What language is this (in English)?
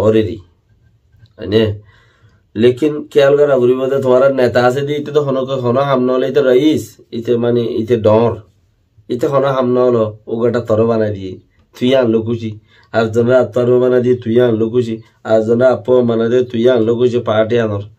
Rohingya